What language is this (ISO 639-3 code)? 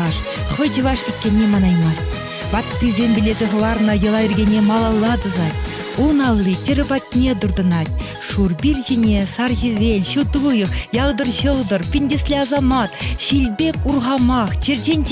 chv